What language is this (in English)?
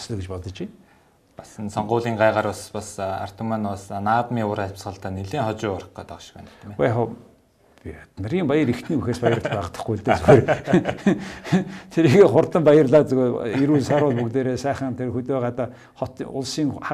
Mongolian